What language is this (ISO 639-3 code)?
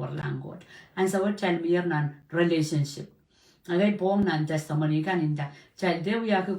pon